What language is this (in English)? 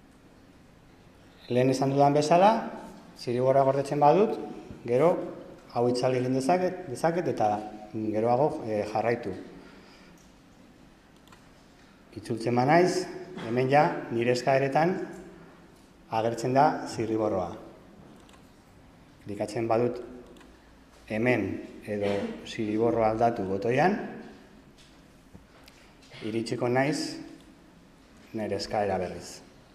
Basque